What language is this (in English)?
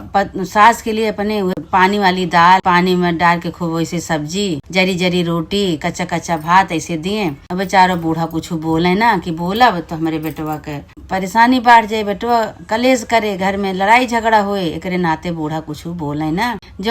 Awadhi